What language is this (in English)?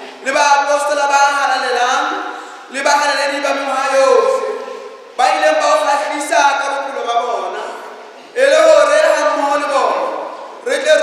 Southern Sotho